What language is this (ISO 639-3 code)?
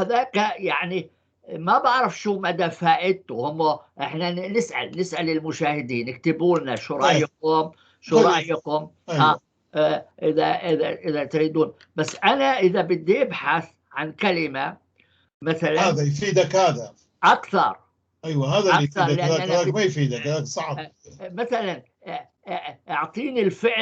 apc